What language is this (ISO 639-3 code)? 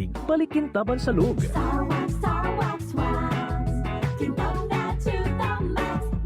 bik